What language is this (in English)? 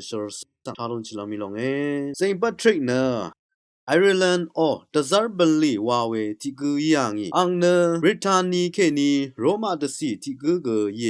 Rawang